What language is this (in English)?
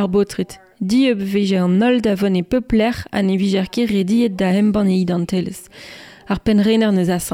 Breton